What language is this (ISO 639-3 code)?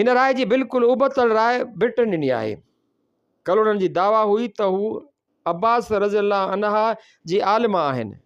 snd